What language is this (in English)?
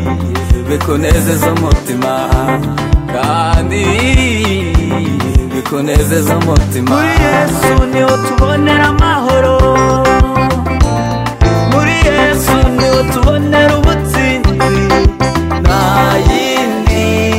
Kinyarwanda